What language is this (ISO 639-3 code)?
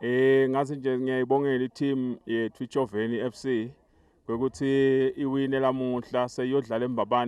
ssw